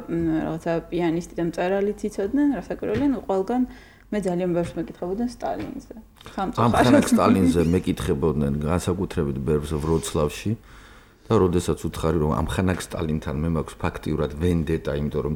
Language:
Georgian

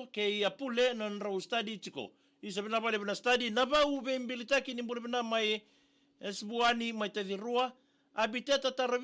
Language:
Fijian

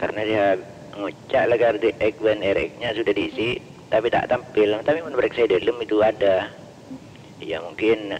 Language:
Madurese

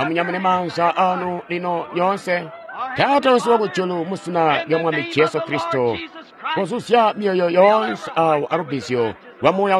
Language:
Tonga (Zambia)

